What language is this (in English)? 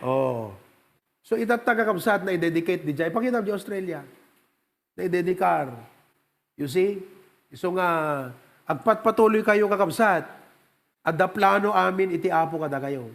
Iloko